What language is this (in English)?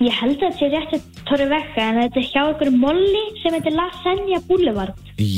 Icelandic